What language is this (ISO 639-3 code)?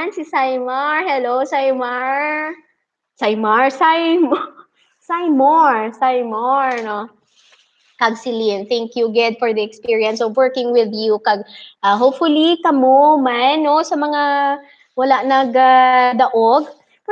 hil